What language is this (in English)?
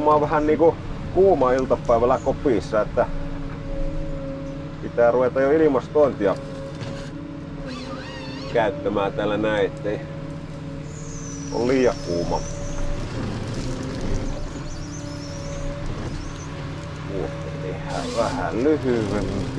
Finnish